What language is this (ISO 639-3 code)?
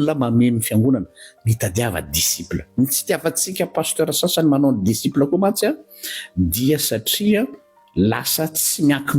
mlg